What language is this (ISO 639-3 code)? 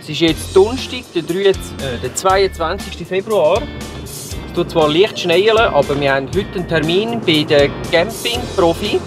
gsw